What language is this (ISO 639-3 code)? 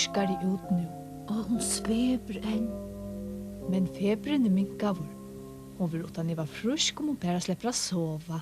fao